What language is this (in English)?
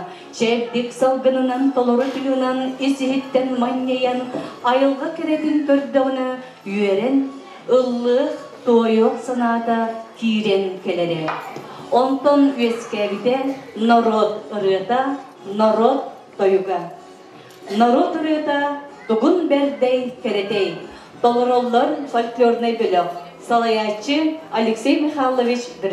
Yakut